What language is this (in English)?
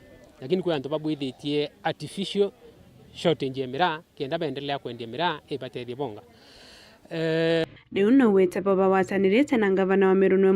Meru